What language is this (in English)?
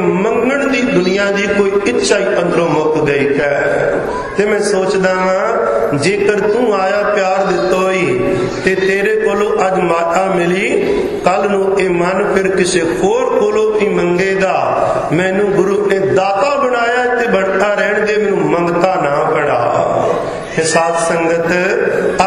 Punjabi